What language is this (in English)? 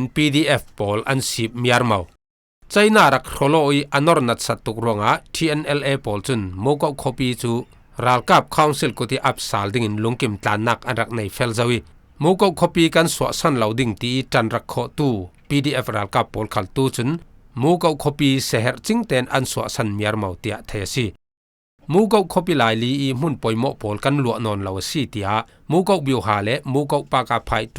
Falam Chin